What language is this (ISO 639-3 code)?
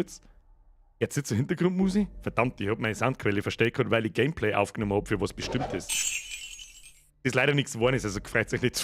bar